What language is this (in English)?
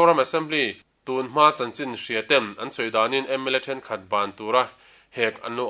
Mizo